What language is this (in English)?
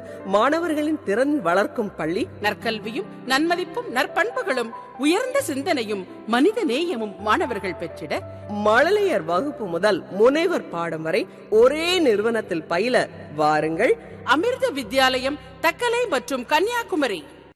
Tamil